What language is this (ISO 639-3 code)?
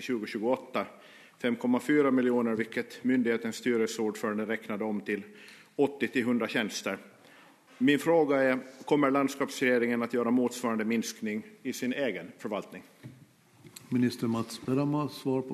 swe